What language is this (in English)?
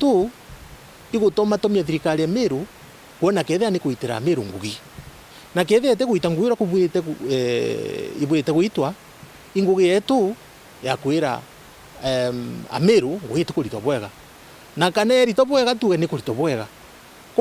Meru